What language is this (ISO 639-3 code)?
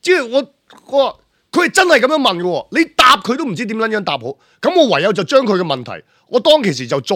yue